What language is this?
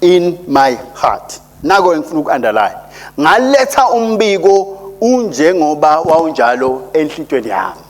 Swati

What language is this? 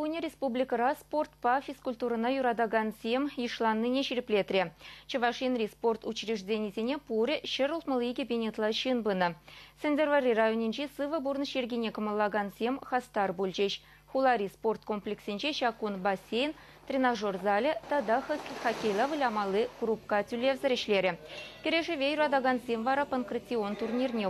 Chuvash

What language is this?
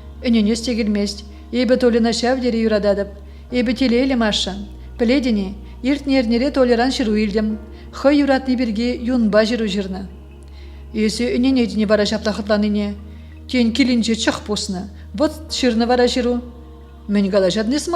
Chuvash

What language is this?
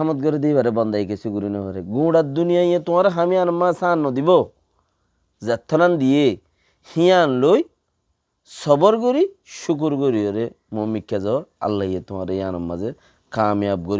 Rohingya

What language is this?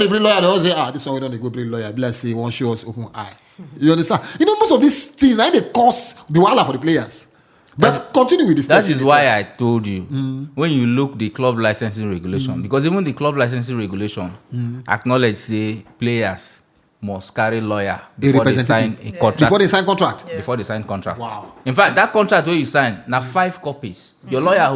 Nigerian Pidgin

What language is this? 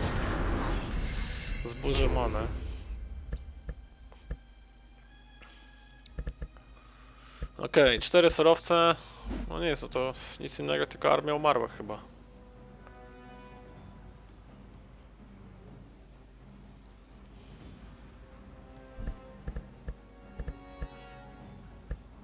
Polish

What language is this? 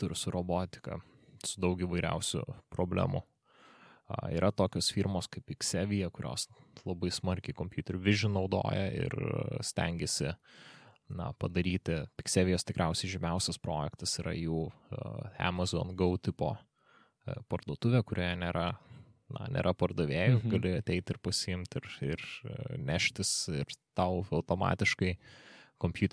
Lithuanian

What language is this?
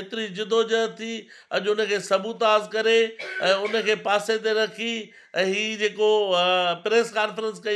Sindhi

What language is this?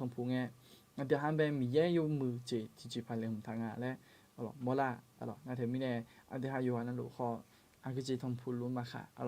Akha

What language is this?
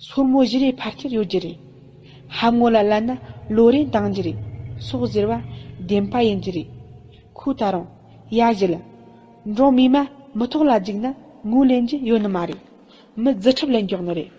Tibetan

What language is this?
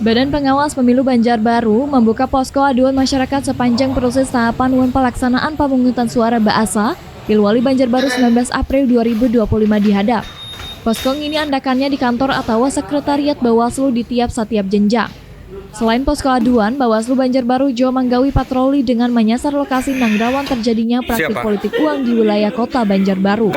Banjar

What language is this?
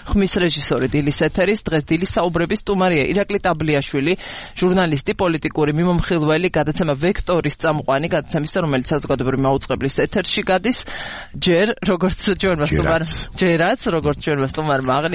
Georgian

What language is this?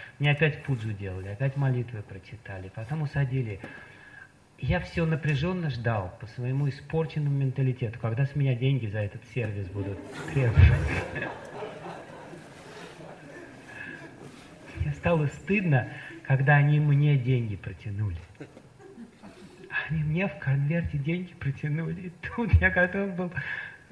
Russian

